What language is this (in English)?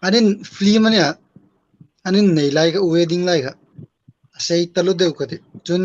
Hmar